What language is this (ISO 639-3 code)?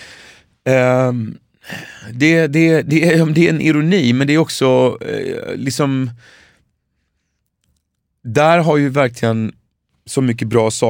swe